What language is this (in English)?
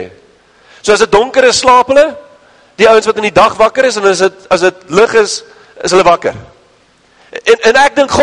Afrikaans